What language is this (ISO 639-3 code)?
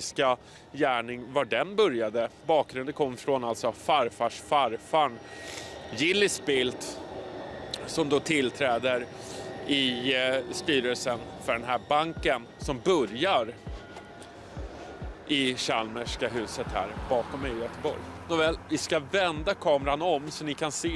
swe